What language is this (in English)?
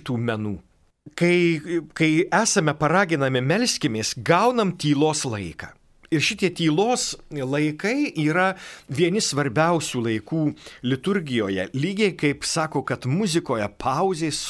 Lithuanian